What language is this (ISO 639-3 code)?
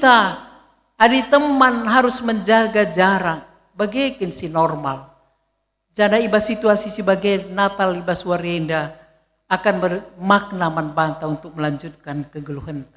btx